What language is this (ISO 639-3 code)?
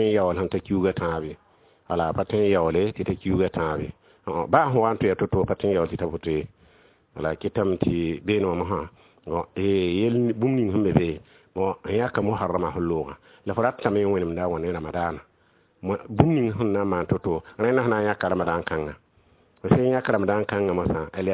mos